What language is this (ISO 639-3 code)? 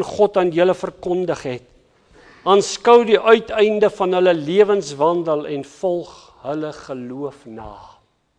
afr